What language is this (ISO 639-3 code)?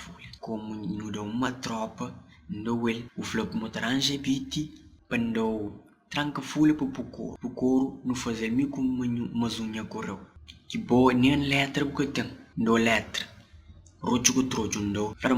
kea